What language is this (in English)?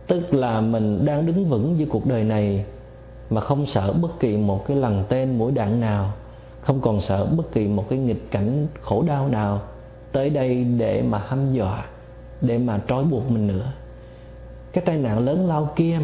Vietnamese